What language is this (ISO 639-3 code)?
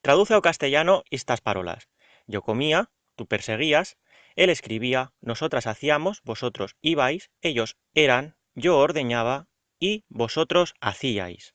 arg